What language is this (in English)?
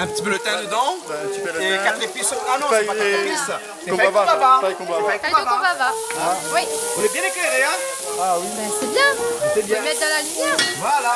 Réunion Creole French